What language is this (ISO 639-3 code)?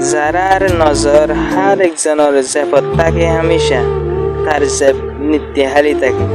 rhg